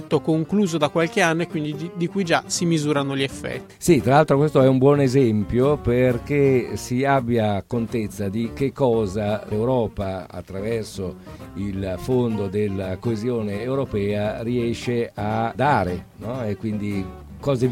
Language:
Italian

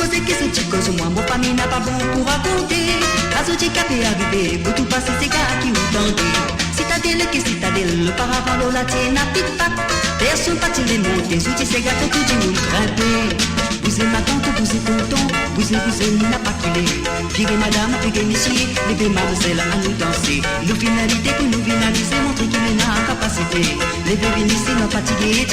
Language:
Morisyen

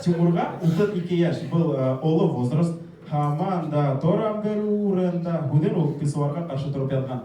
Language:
Bashkir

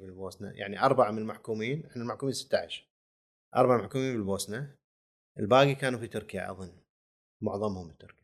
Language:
Gulf Arabic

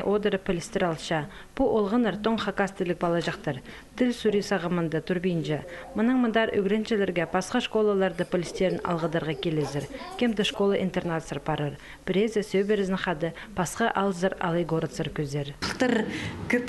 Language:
Khakas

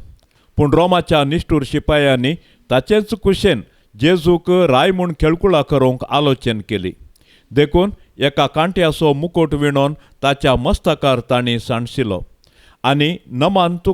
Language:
Konkani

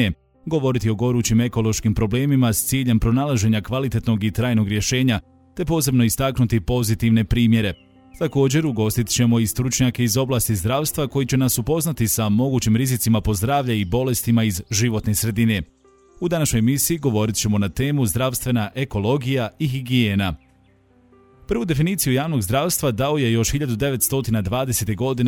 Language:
Bosnian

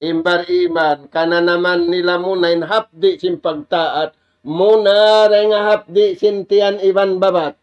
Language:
Tausug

